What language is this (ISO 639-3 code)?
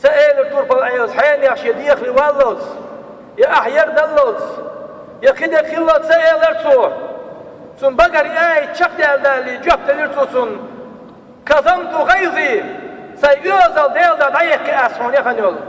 che